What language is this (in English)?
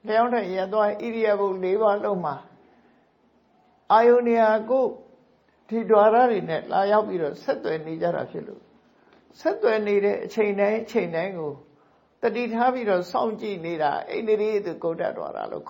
Burmese